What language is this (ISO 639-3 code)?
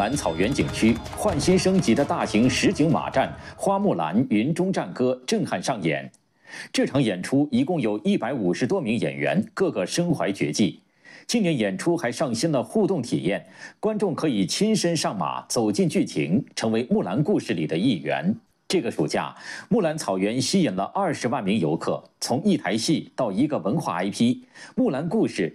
zho